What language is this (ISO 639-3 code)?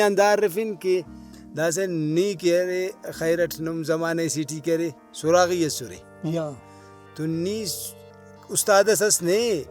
brh